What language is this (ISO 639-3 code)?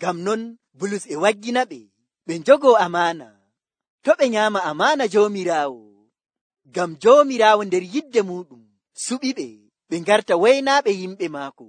fuv